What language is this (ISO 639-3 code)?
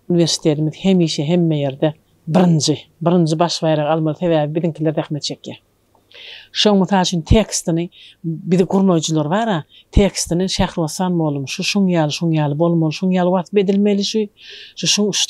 tuk